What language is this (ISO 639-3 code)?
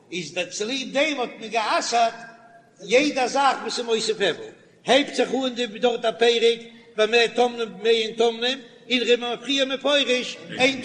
yid